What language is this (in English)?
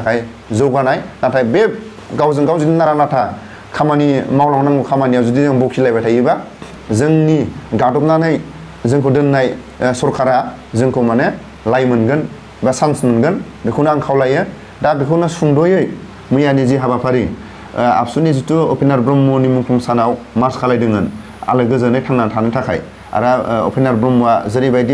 Bodo